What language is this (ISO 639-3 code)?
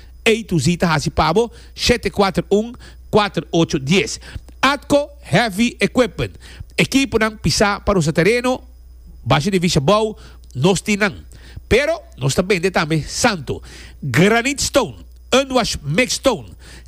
pap